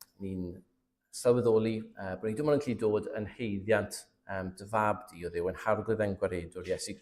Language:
Welsh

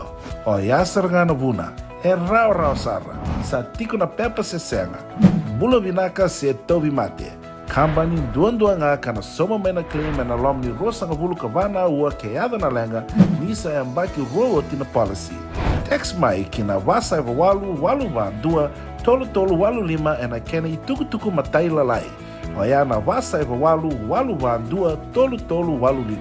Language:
Fijian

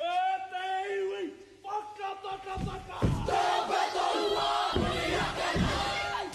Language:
Māori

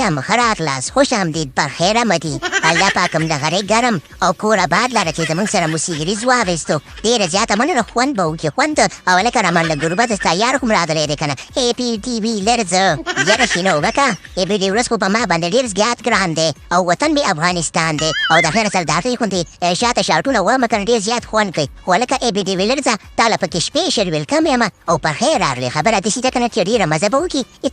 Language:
Pashto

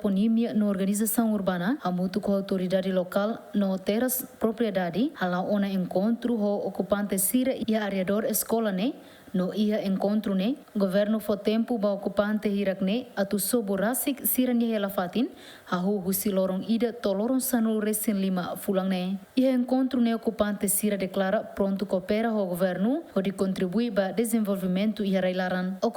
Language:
Tetum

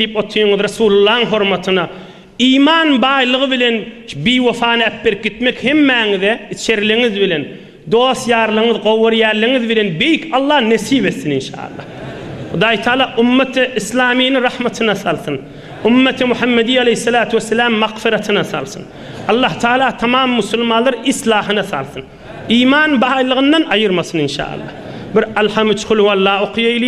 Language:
Turkmen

